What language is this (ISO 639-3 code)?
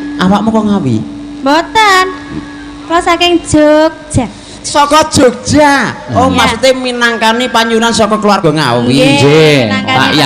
jav